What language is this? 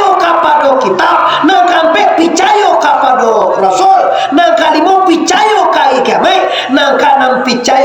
Minangkabau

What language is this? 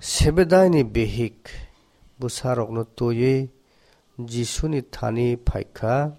Kok Borok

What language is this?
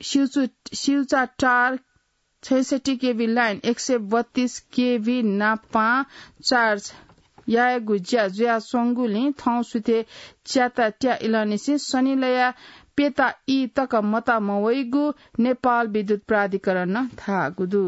Newari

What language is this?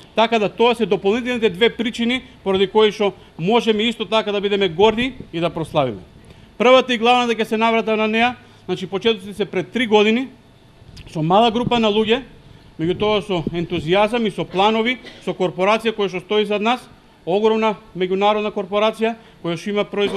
Macedonian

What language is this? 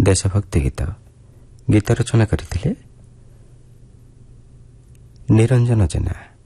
Odia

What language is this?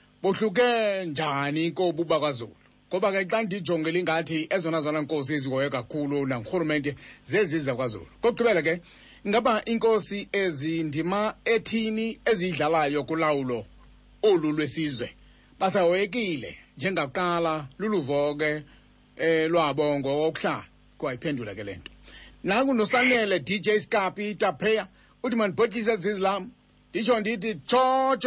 Xhosa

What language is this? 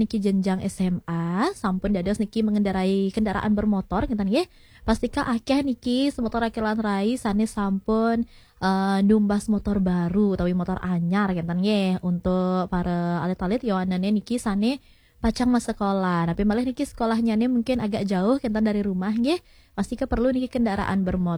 Balinese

